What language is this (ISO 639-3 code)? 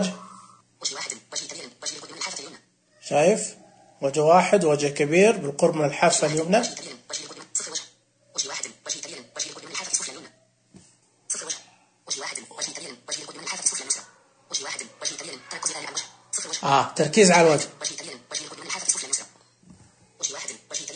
ars